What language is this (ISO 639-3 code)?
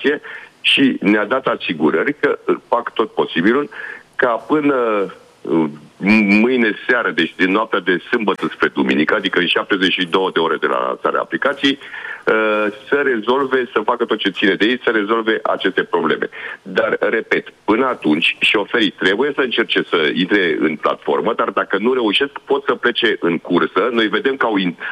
ron